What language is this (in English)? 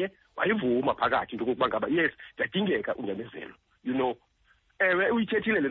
Xhosa